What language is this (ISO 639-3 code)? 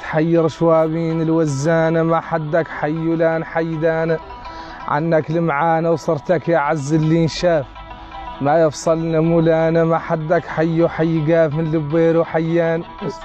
mey